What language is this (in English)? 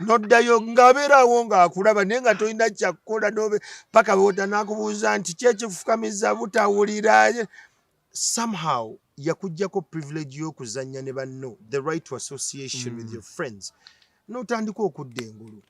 Ganda